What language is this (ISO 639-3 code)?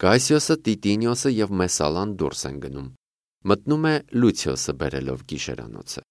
hye